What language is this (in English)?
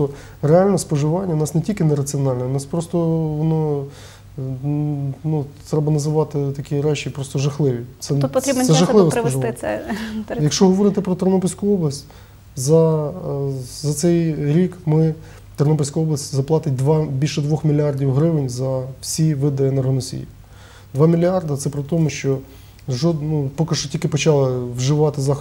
Ukrainian